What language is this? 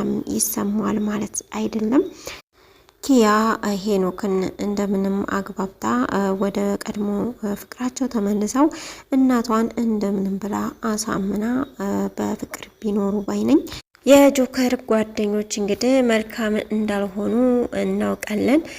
Amharic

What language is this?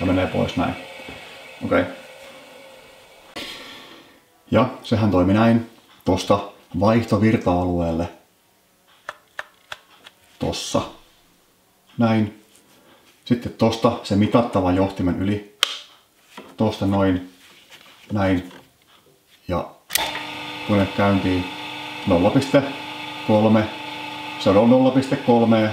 Finnish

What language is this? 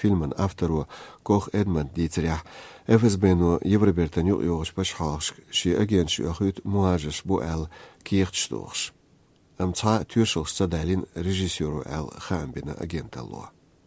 Chechen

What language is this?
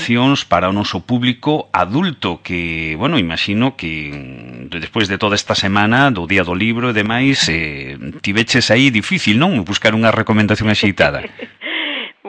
Galician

